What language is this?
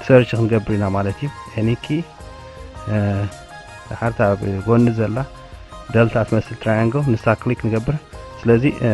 Tigrinya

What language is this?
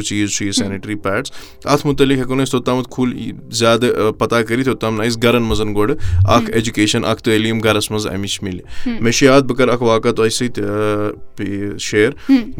Kashmiri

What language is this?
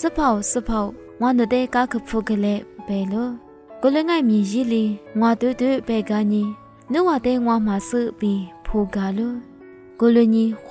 Lisu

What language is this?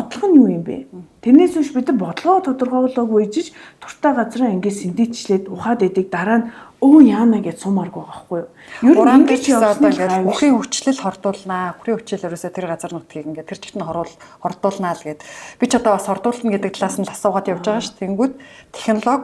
Mongolian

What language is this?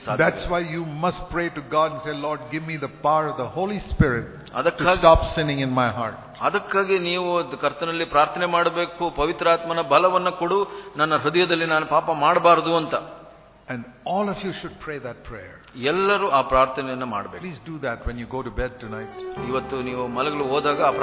Kannada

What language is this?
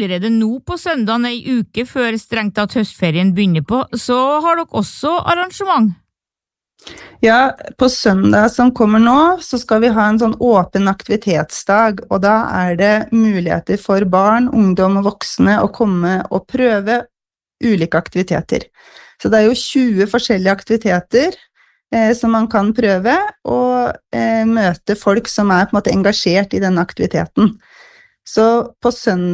Norwegian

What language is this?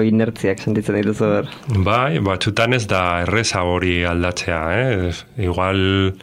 Basque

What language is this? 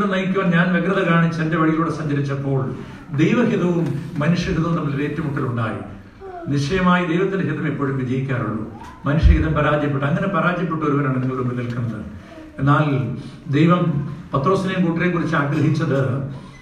Malayalam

